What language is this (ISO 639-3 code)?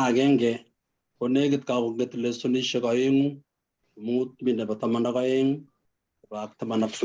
kln